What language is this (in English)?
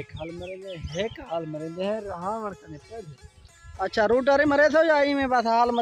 Saraiki